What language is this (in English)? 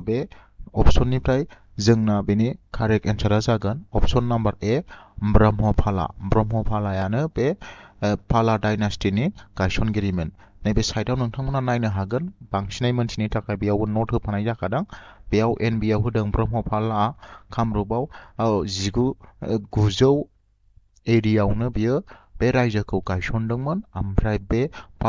Bodo